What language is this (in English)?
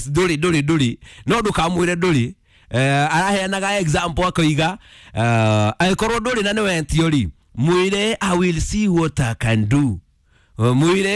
Kikuyu